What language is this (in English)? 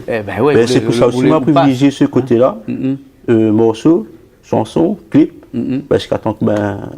Réunion Creole French